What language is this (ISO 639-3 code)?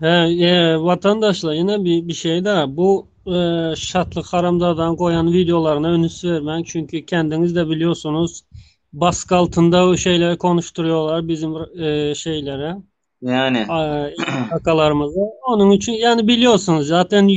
tuk